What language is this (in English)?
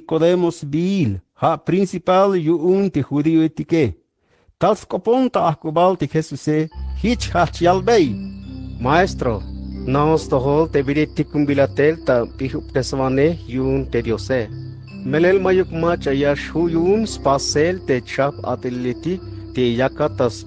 Tzeltal